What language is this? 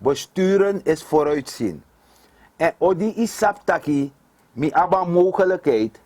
Sranan Tongo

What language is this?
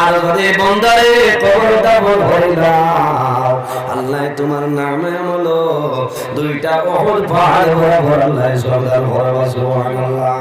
Sylheti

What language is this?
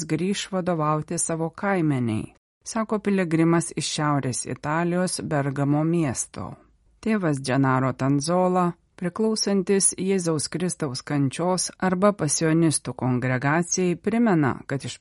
Lithuanian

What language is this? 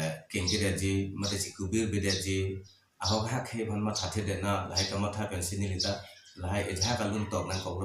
Karbi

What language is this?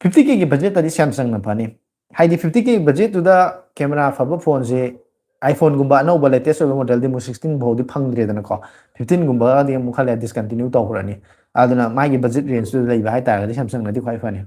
Manipuri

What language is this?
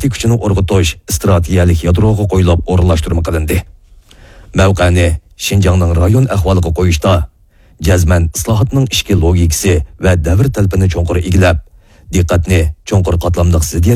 Uyghur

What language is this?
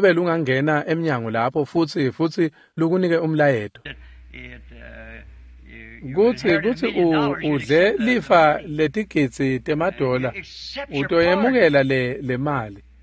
Swati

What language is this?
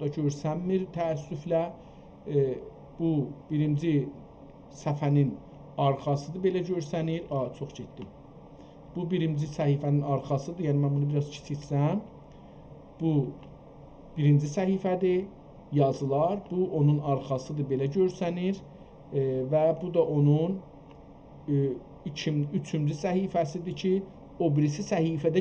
South Azerbaijani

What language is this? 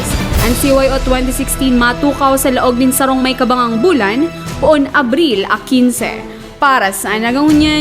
Bikol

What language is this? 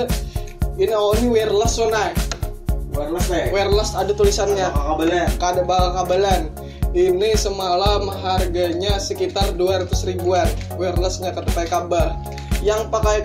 Banjar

